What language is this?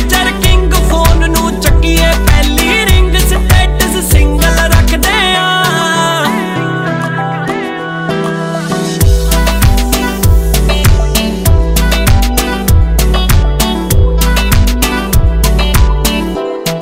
Punjabi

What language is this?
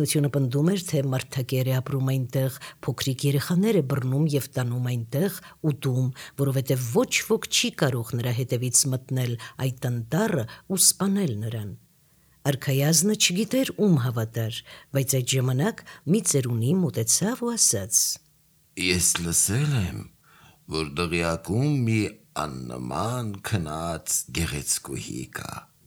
Armenian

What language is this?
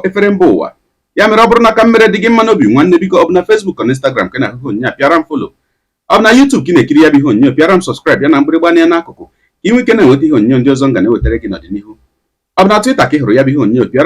Igbo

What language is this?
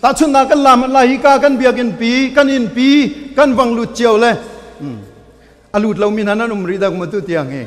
Hakha Chin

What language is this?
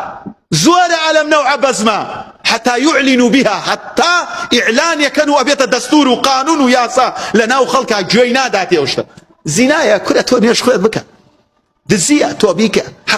Central Kurdish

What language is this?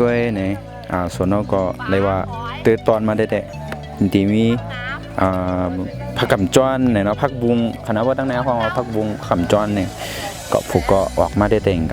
Shan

